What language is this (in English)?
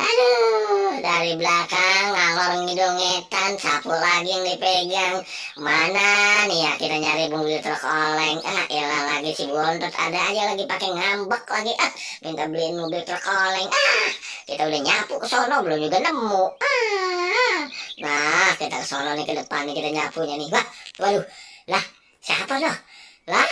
Betawi